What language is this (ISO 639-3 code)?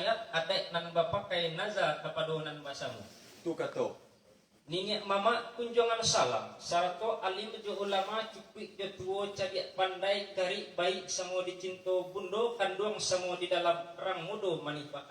min